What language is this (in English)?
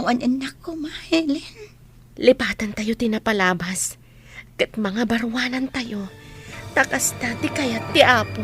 Iloko